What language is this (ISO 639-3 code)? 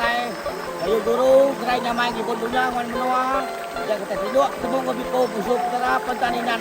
iba